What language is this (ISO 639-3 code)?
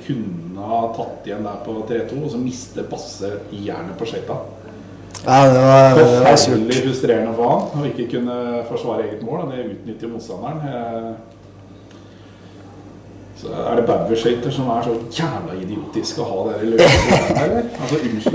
nor